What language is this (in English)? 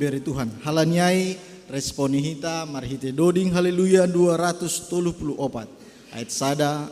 Batak Simalungun